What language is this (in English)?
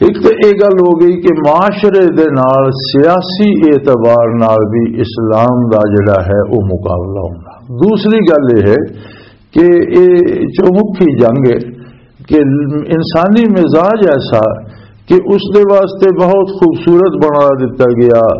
Western Panjabi